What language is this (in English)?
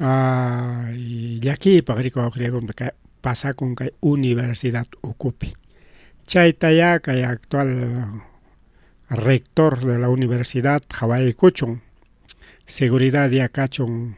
Ayacucho Quechua